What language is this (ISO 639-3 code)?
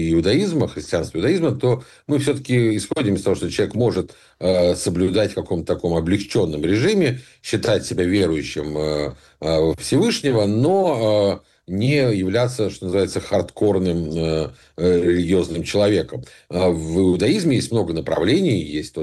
rus